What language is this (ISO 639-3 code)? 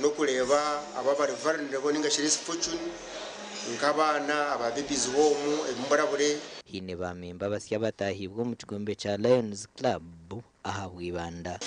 nyn